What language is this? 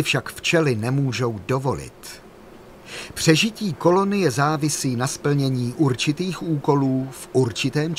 Czech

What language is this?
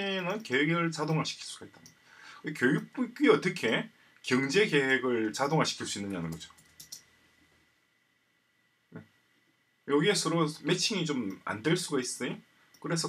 Korean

